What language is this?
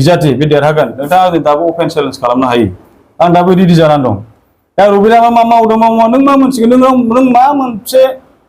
Bodo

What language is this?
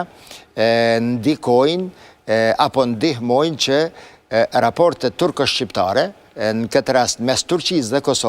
Albanian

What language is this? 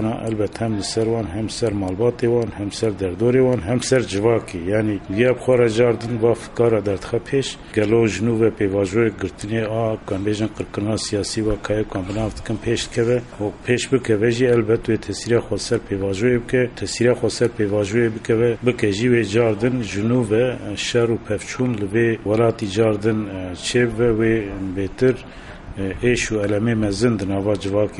Kurdish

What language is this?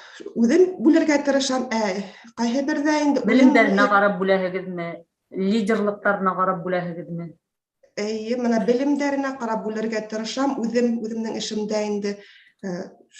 Bashkir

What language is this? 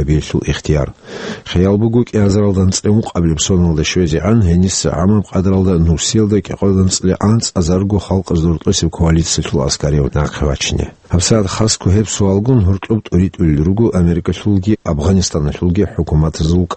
Avaric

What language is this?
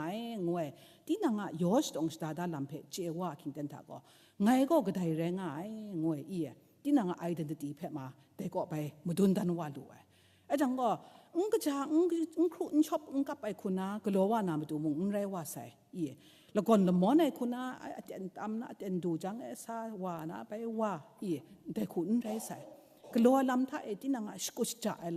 Kachin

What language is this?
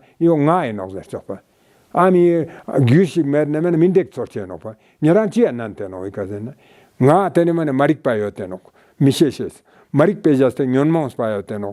Ladakhi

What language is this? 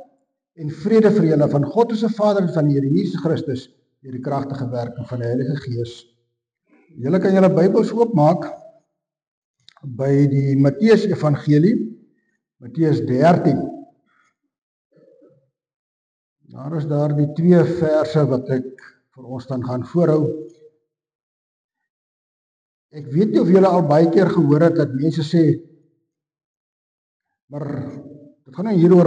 Afrikaans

